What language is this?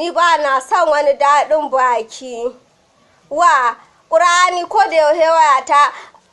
Hausa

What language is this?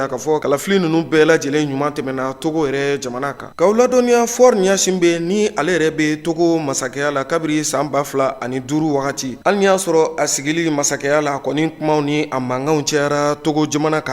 Bambara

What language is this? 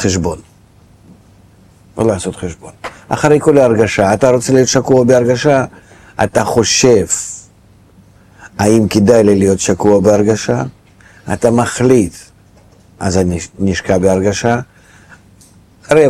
Hebrew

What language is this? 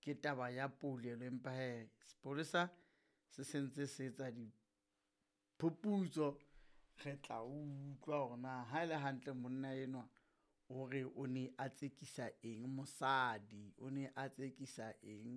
Southern Sotho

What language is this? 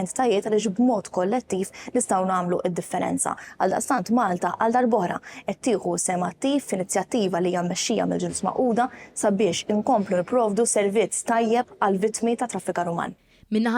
Maltese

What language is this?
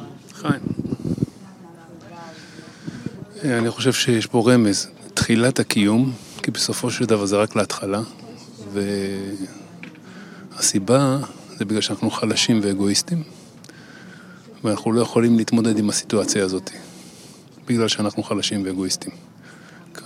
Hebrew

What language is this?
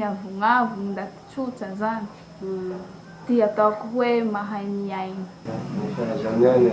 Malagasy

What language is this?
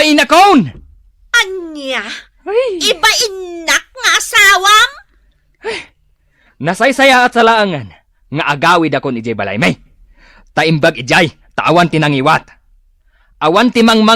Iloko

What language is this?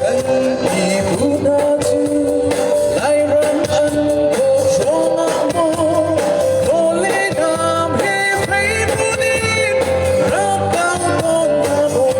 Hakha Chin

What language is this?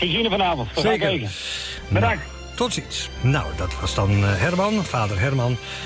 Dutch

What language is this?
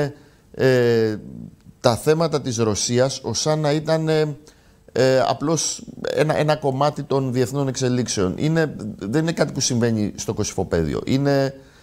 Greek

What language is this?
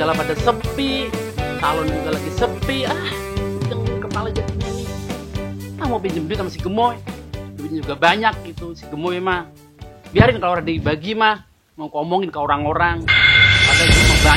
Betawi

